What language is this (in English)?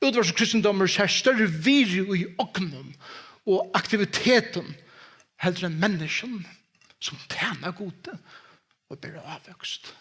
Faroese